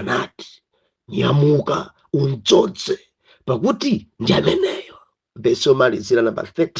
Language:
Nyanja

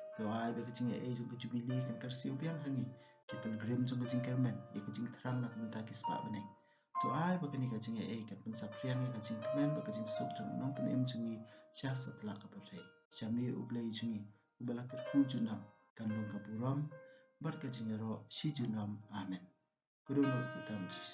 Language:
Khasi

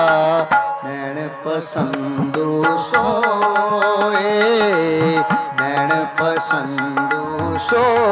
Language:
Punjabi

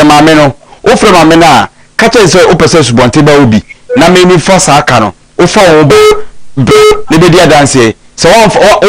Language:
Akan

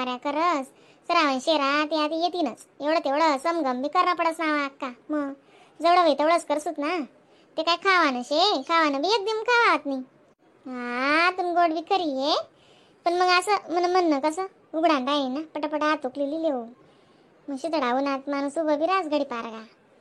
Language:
Khandesi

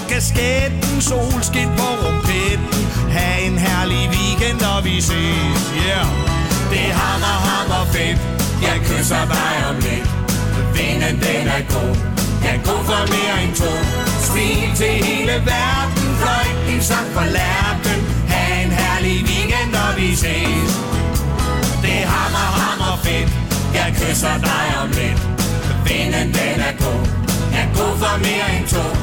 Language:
Danish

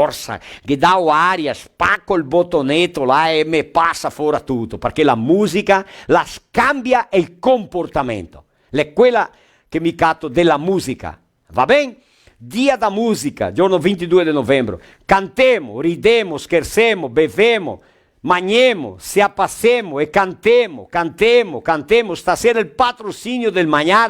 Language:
Venetian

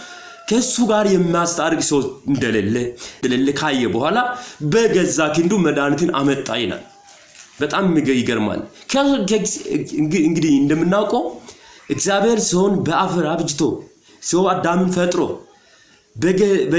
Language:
Amharic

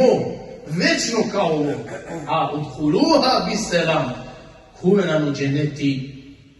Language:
Balkan Romani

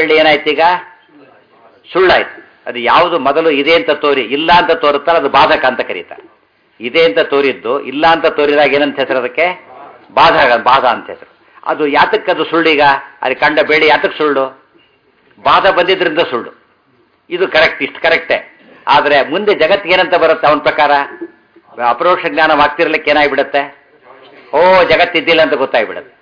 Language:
Kannada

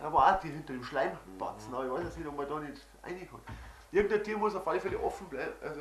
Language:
Bavarian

